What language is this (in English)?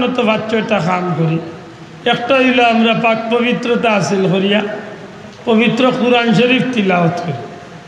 Sylheti